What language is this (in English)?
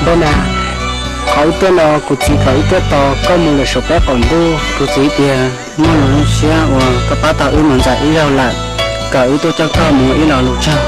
Hmong